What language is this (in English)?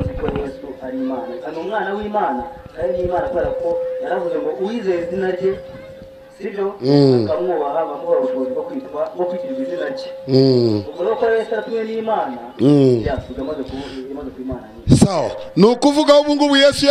Kinyarwanda